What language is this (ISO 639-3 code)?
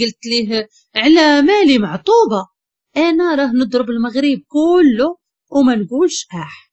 ary